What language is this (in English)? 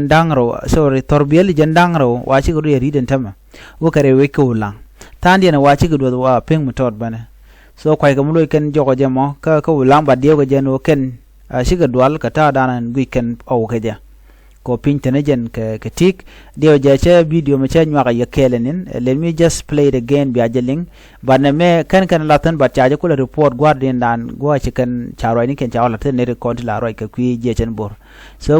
Nuer